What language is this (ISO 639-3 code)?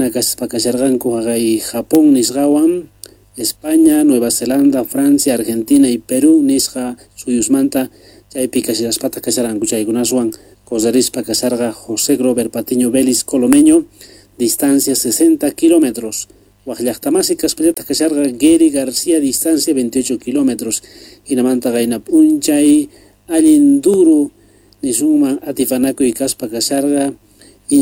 quh